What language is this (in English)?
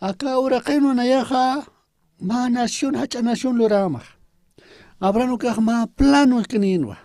Aymara